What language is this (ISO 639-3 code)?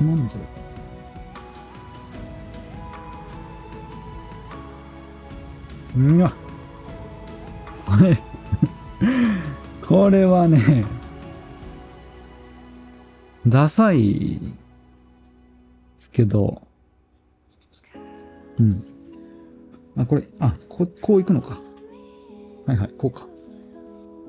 jpn